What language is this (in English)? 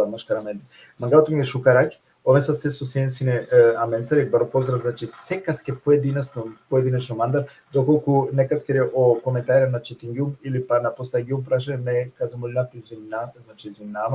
Balkan Romani